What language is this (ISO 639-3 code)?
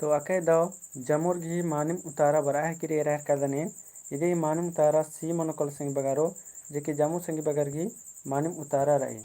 kru